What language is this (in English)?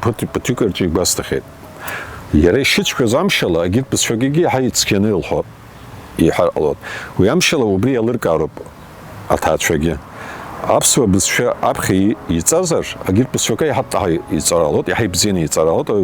Abkhazian